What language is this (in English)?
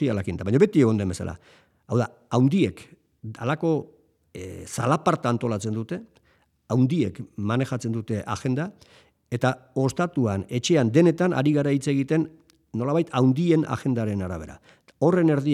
Basque